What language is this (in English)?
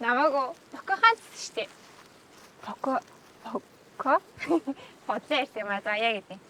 Mongolian